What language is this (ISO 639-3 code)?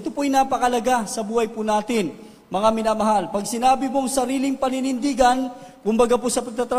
fil